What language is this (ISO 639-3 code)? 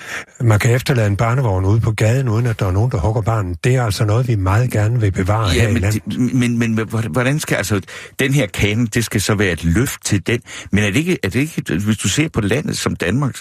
dan